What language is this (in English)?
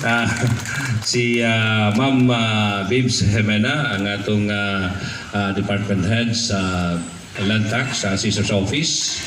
Cebuano